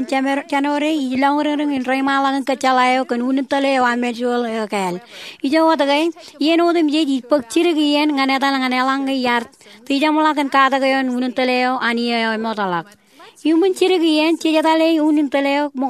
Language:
Marshallese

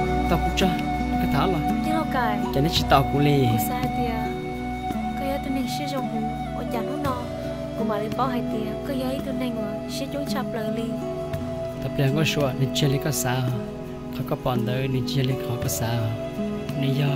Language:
Hmong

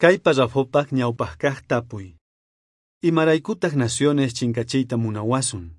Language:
South Bolivian Quechua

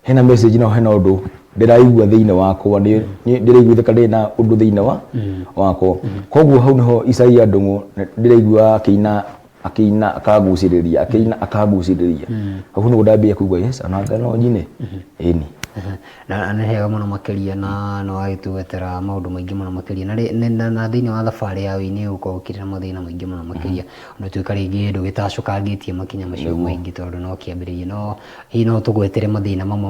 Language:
Kikuyu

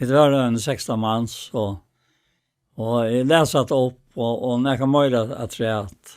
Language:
Faroese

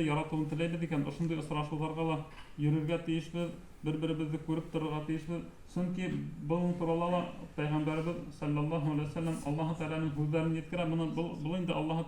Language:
Bashkir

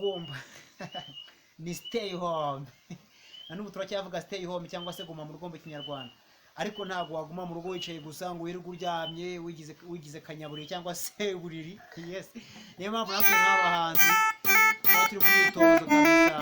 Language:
Kinyarwanda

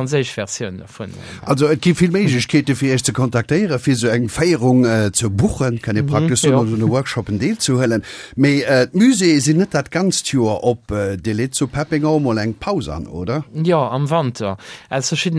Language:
Luxembourgish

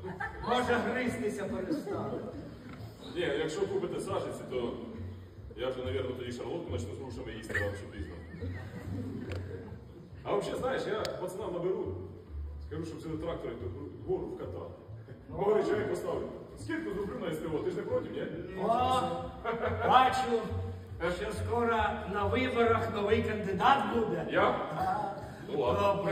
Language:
Ukrainian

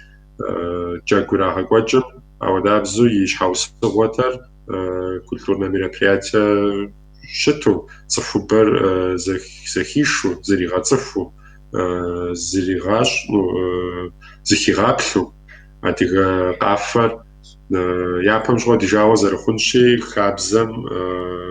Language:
Kabardian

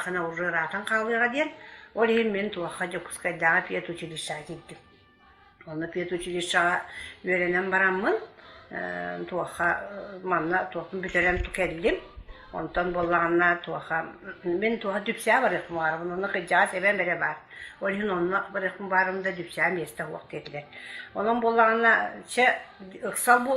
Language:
Yakut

